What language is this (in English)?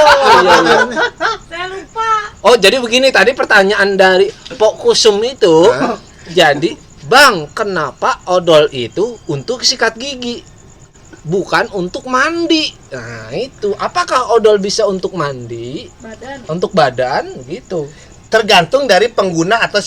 Betawi